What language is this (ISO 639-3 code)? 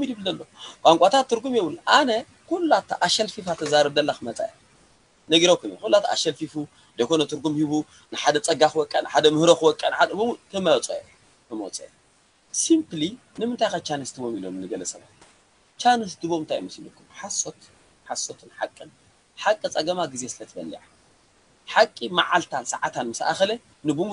tir